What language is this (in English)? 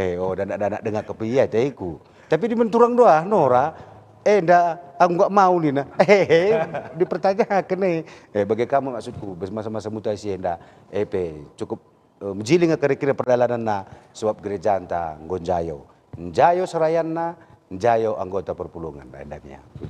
Batak Karo